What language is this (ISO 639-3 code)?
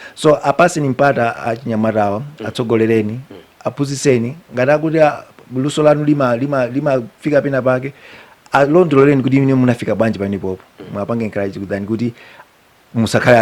nya